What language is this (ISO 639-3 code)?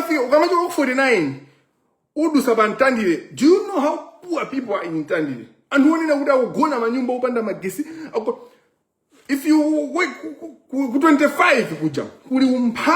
nya